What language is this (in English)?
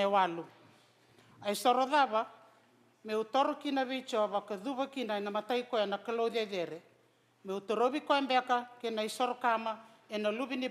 Fijian